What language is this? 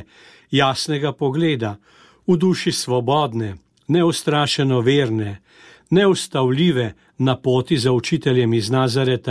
Slovenian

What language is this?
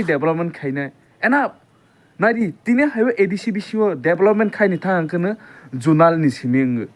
Kok Borok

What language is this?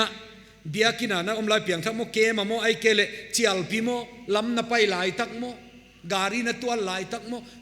Paite Chin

